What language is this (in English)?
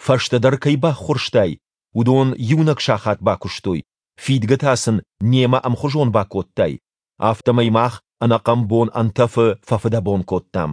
Ossetic